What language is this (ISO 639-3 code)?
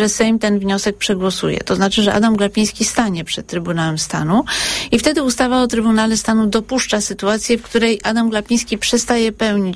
pol